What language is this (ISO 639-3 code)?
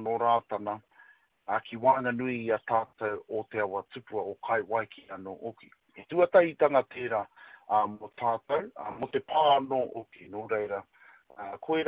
mri